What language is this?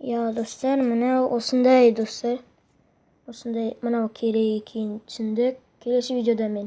Kazakh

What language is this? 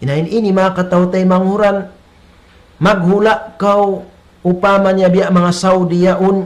Tausug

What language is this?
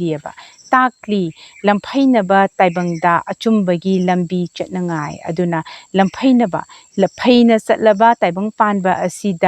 Manipuri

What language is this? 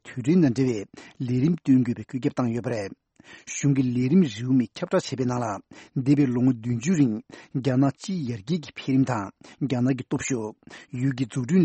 Tibetan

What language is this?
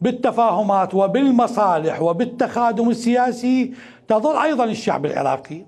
Mesopotamian Arabic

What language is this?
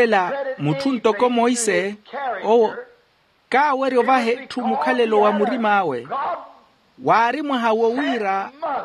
Makhuwa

